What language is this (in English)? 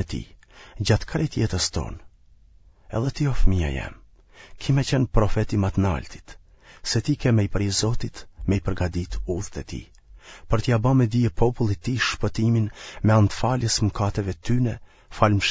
Albanian